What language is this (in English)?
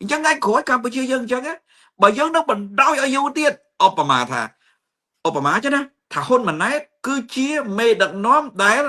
Khmer